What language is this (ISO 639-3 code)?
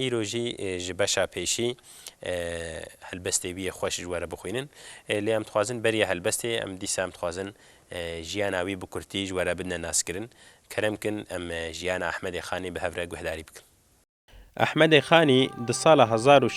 kur